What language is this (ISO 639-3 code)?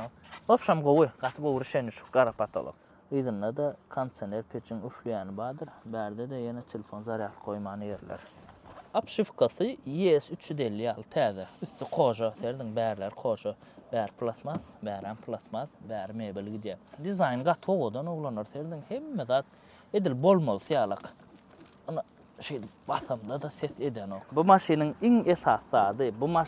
tuk